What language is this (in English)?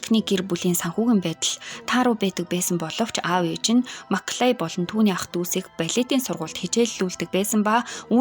Mongolian